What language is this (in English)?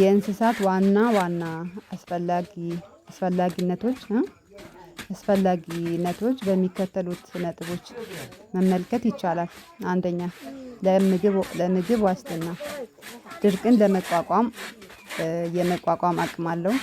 Amharic